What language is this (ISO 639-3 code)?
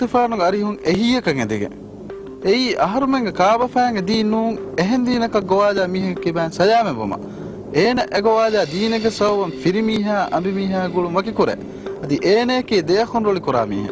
div